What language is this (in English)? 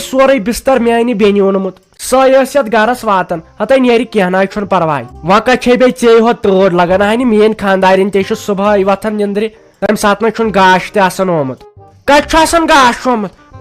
Kashmiri